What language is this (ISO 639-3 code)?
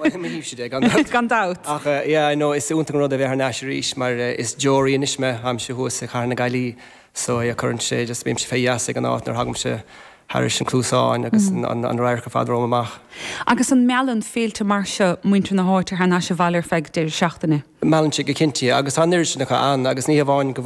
gle